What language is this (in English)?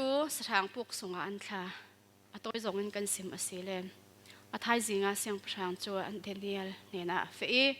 Falam Chin